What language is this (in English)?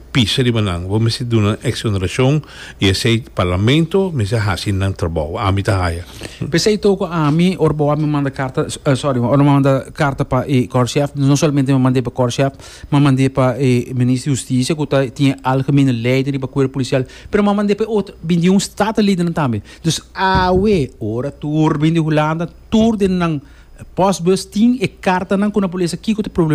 Papiamento